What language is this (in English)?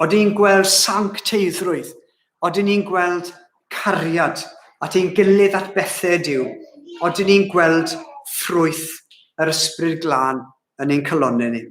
Welsh